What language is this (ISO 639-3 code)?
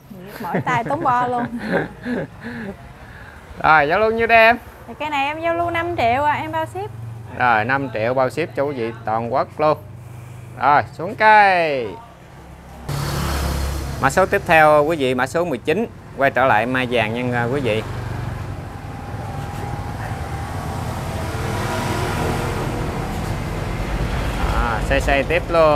vie